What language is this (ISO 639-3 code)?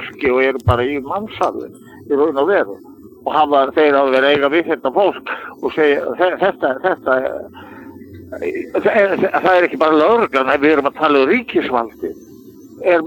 isl